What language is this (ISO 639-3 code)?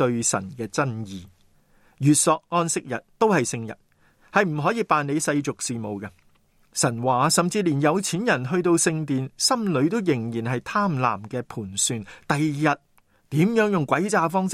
yue